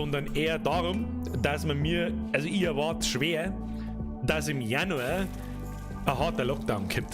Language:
Bavarian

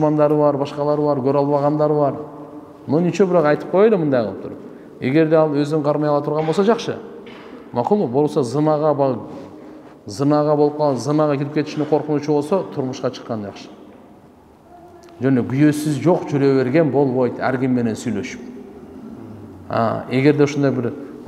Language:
Kyrgyz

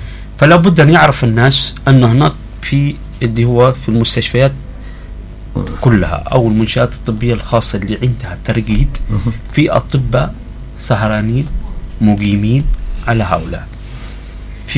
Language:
Arabic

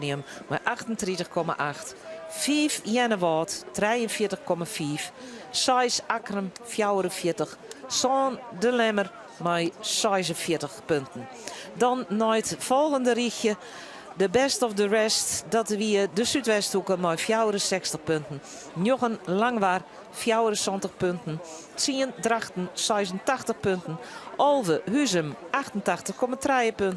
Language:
Western Frisian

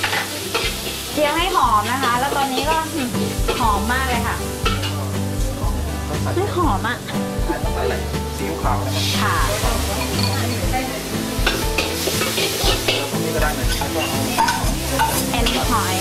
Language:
Thai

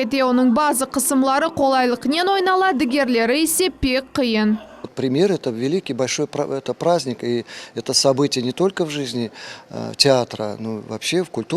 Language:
Crimean Tatar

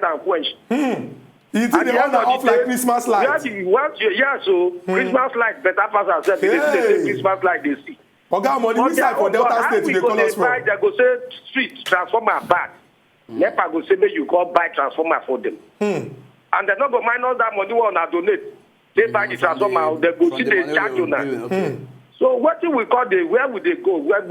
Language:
Nigerian Pidgin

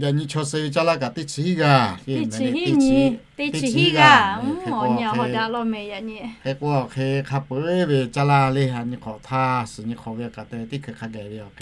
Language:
Lahu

